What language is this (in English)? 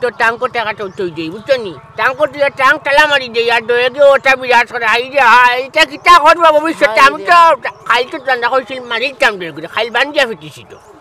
Sylheti